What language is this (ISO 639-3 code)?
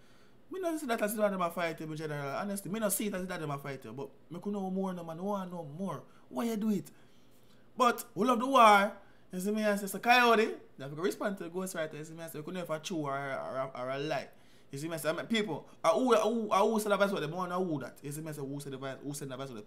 jam